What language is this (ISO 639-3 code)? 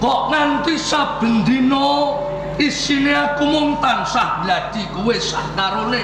jav